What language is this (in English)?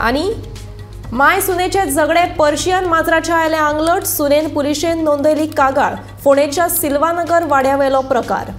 Konkani